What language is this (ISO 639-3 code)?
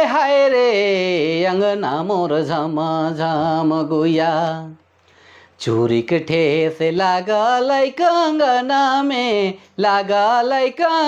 sck